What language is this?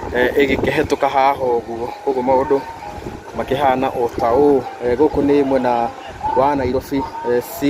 Kikuyu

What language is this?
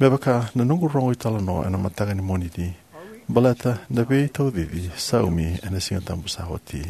Fijian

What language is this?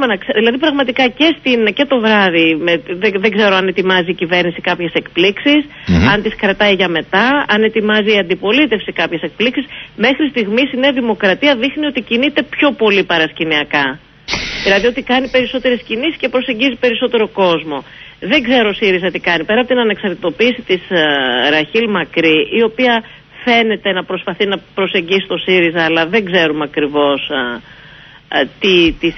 Greek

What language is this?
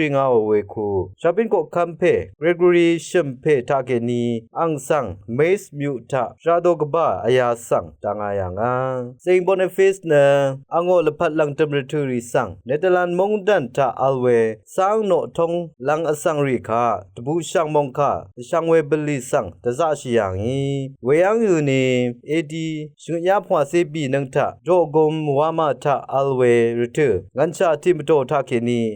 Rawang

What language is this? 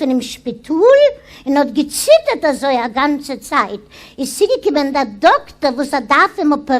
Yiddish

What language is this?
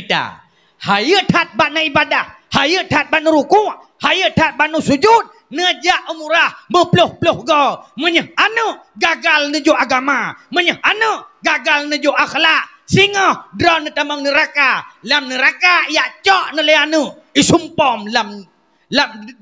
Achinese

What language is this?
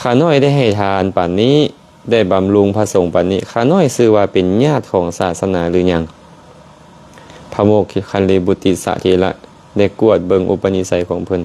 Lao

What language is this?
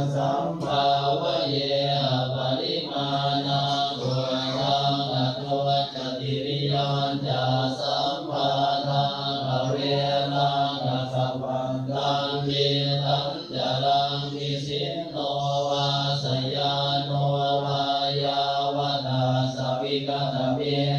Pali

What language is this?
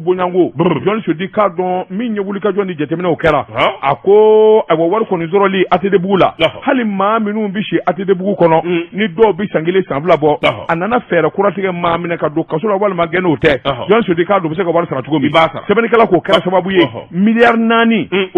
Bambara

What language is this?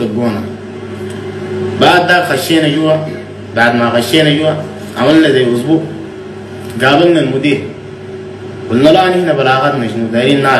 Sudanese Arabic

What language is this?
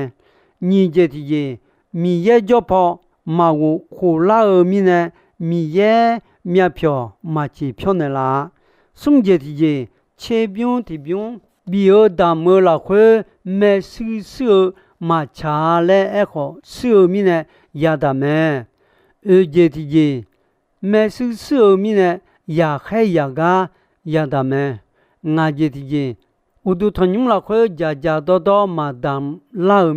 Akha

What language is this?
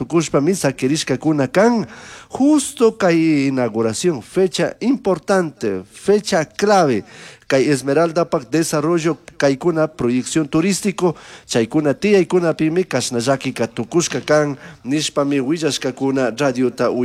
Chimborazo Highland Quichua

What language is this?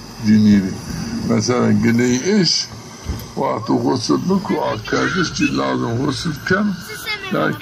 Zaza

